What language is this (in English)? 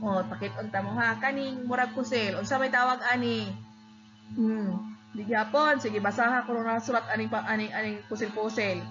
Cebuano